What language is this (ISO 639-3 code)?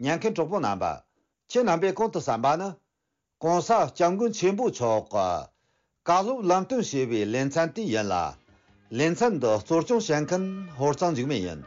bod